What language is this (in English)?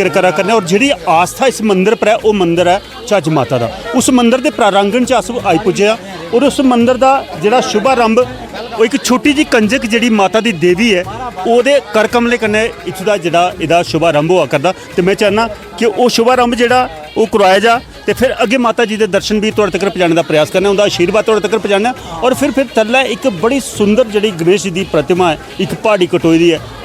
Dogri